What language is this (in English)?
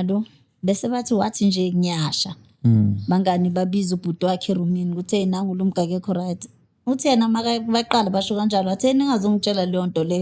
Zulu